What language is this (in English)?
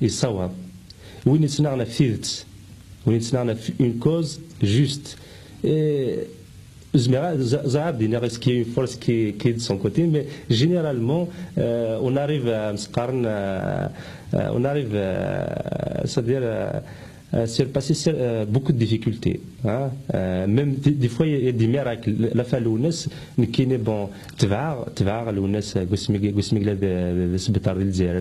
Kabyle